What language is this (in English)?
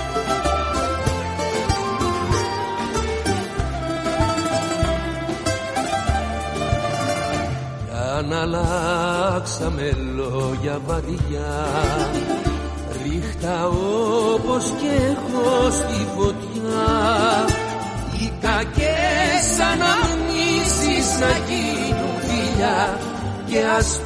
Greek